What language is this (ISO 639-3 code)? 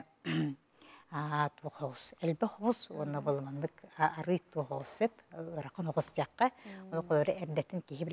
sah